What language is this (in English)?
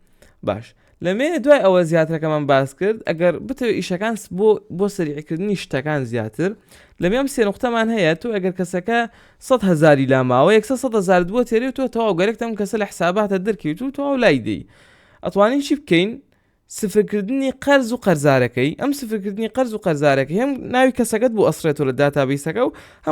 Central Kurdish